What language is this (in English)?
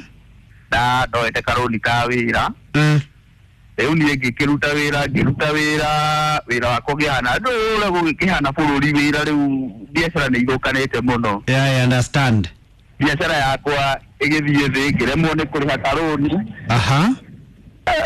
Kikuyu